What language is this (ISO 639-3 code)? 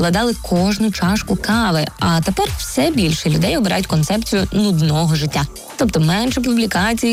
ukr